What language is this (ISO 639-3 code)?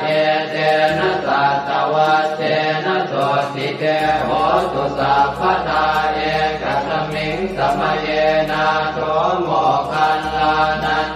pli